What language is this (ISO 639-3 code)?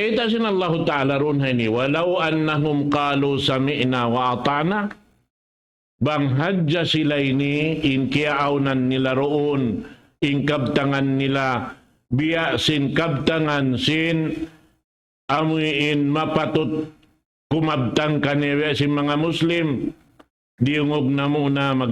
tsg